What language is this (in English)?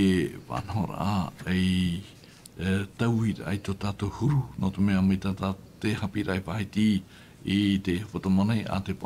Tahitian